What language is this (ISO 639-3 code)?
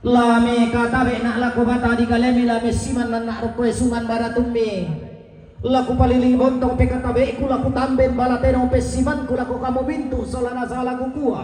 sda